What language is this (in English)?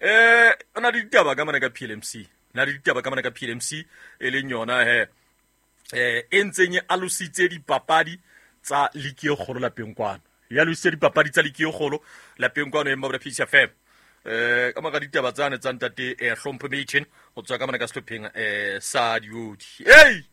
Southern Sotho